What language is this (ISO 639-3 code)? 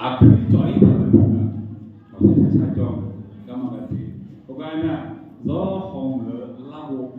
ahk